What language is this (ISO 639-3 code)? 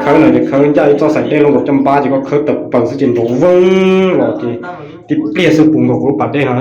hmn